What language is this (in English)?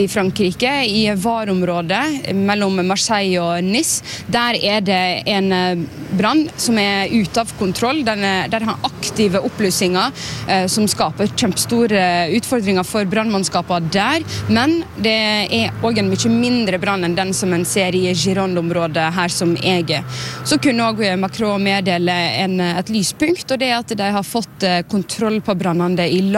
Norwegian